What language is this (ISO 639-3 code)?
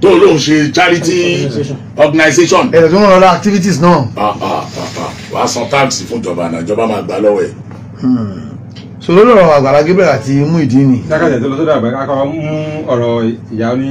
yor